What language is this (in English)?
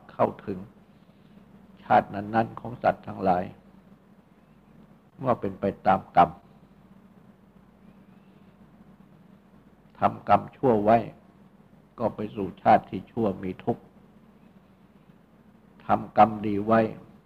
Thai